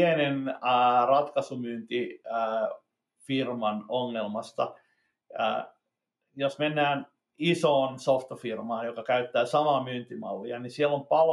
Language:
Finnish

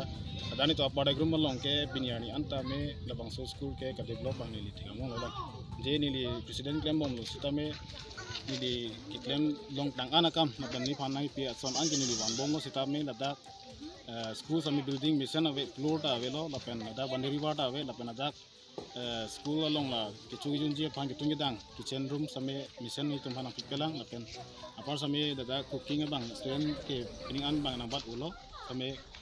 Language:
Karbi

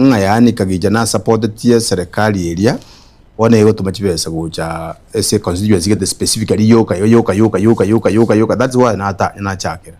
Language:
Gusii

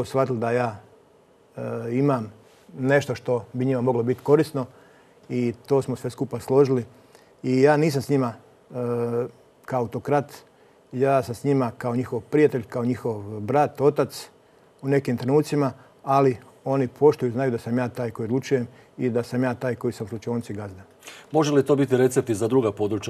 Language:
Croatian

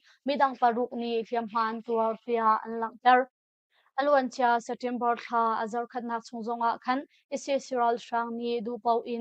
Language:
Hakha Chin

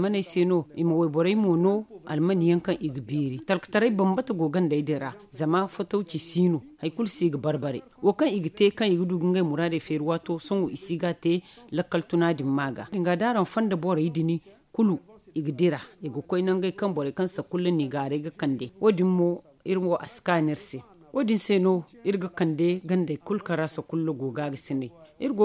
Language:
Zarma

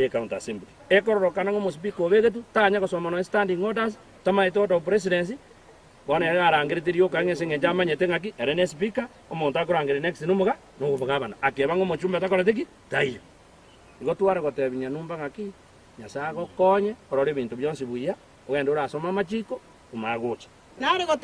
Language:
Gusii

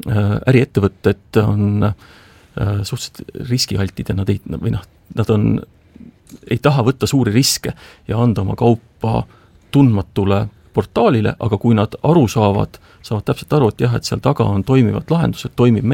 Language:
Estonian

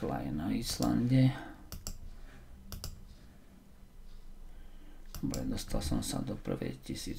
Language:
Slovak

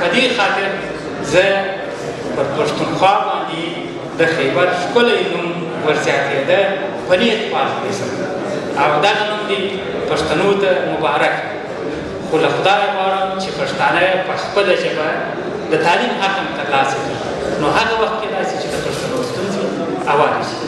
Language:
Pashto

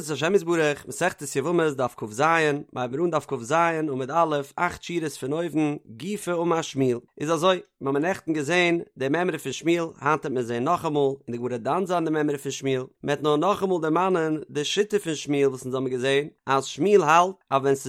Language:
Yiddish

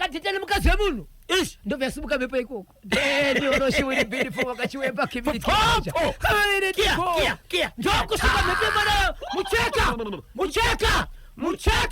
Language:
Shona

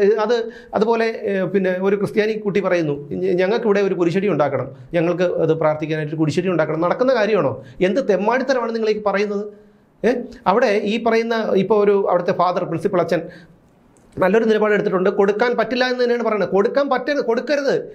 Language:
Malayalam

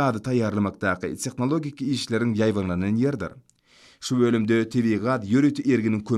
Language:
Turkmen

